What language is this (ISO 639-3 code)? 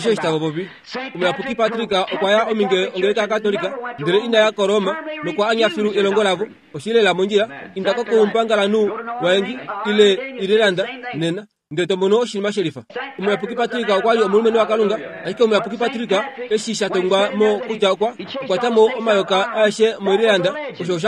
kua